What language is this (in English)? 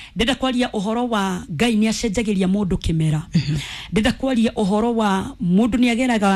Kikuyu